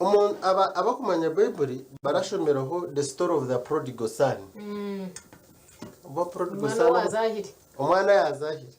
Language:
Nyankole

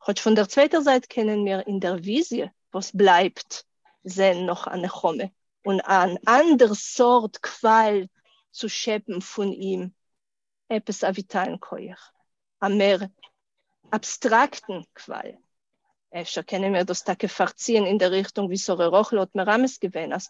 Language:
Yiddish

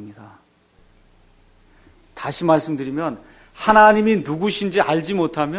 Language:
Korean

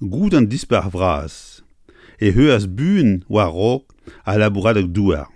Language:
Breton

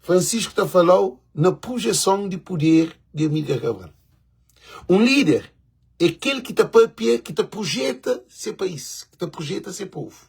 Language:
Kabuverdianu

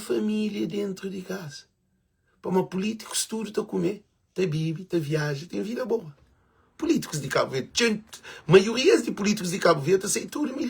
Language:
Kabuverdianu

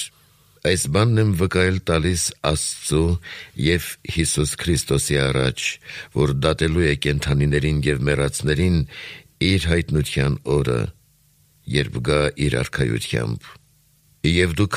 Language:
Armenian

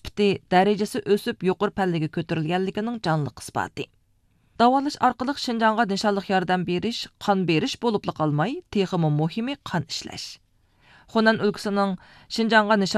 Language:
Uyghur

